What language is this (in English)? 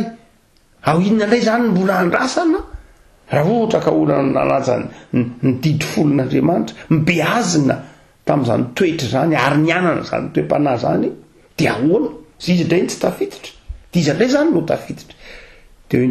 Malagasy